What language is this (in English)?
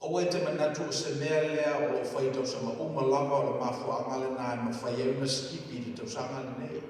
Samoan